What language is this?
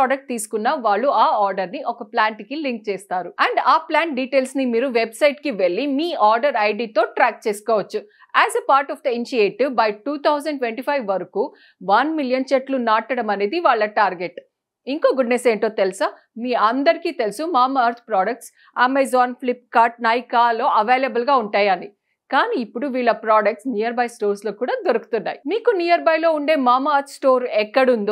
Telugu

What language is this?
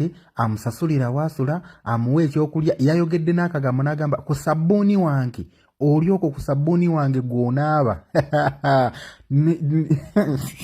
Ganda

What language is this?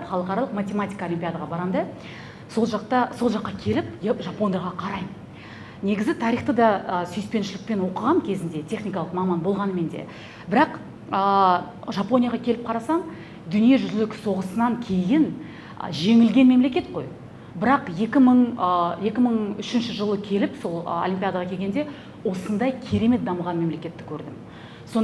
Kazakh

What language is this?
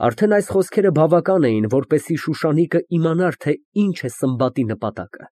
Armenian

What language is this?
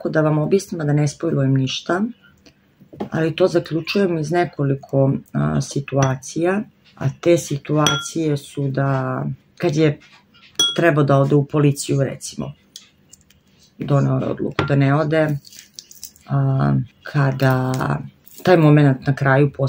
Serbian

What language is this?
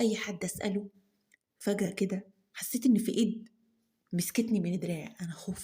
Egyptian Arabic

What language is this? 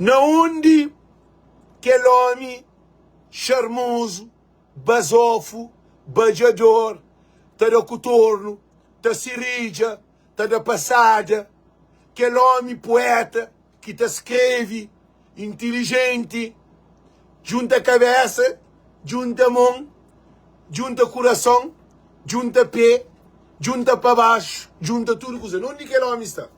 Kabuverdianu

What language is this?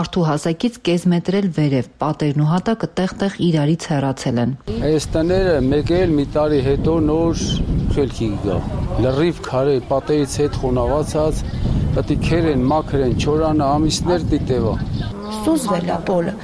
Armenian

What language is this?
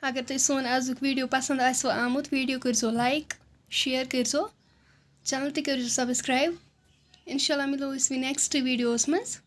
Kashmiri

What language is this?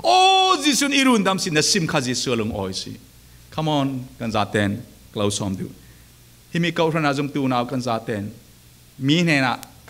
Falam Chin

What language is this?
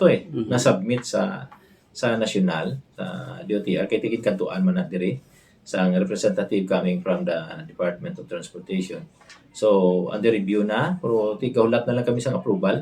Hiligaynon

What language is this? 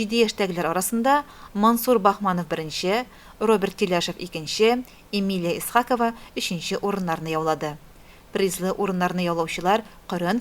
Tatar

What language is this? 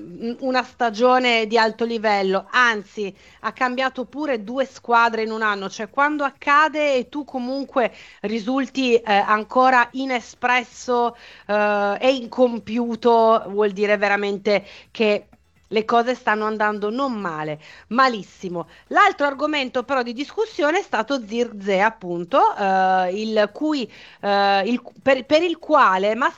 Italian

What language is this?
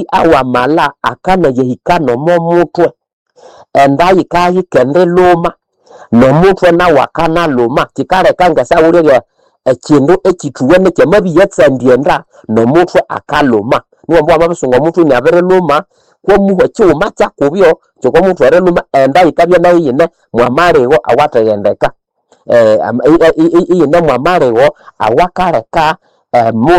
Nande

